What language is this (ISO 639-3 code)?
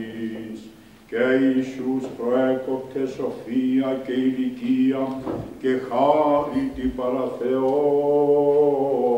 ell